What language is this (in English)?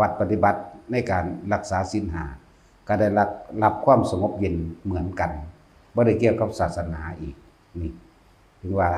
Lao